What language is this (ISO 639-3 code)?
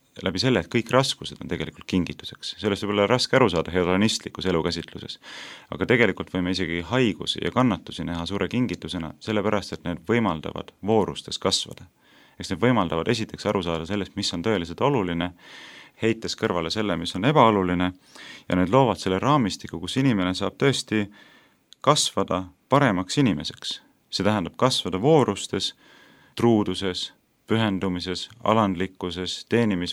est